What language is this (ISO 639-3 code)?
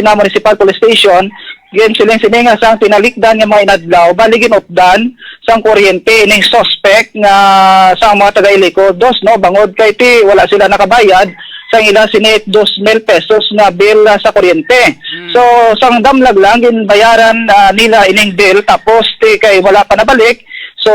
hil